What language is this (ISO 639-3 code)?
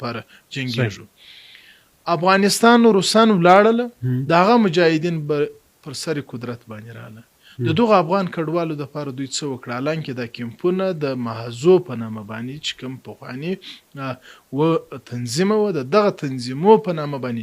pus